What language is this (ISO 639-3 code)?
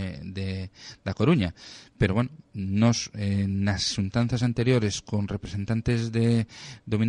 glg